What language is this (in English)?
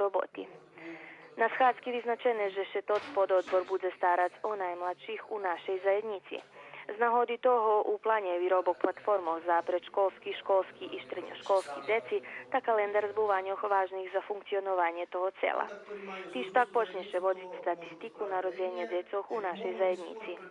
Rusyn